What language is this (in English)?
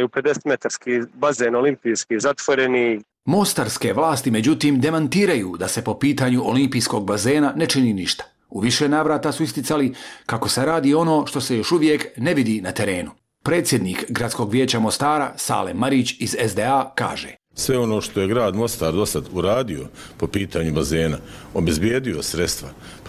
Bosnian